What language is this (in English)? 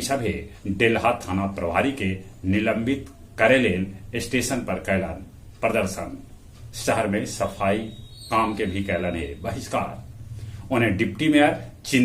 Magahi